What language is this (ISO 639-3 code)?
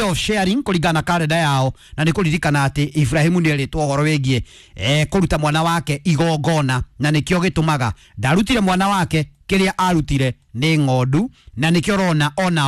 kik